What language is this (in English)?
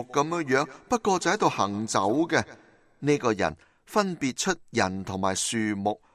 Cantonese